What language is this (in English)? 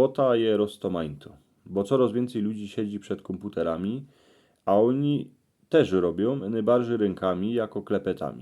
Silesian